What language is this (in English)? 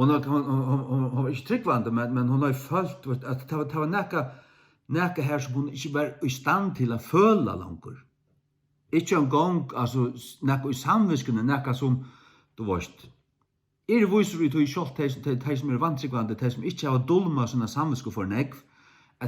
Faroese